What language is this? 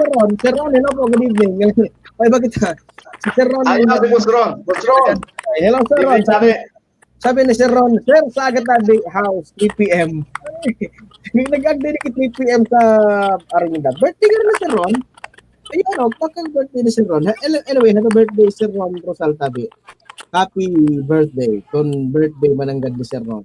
Bikol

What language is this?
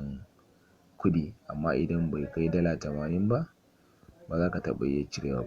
Hausa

